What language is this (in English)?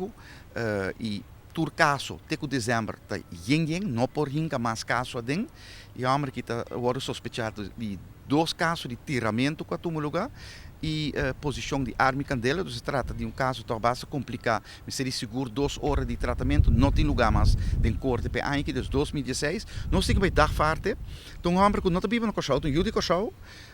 Papiamento